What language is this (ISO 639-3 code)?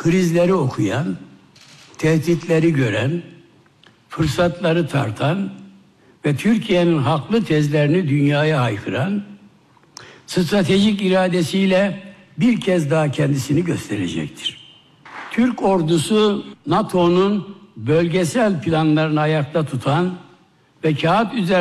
tur